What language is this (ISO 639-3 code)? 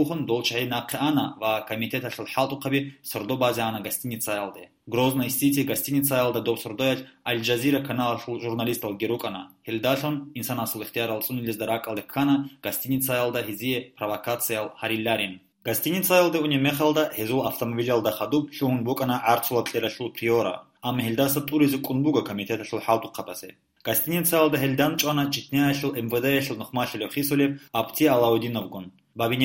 ava